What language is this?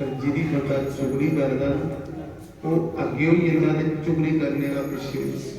Dogri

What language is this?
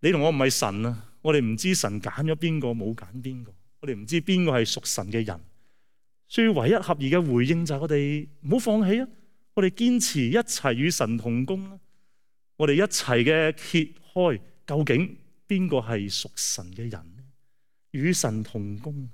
Cantonese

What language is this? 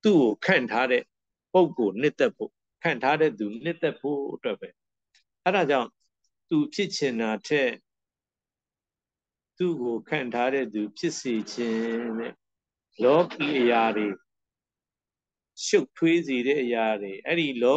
Burmese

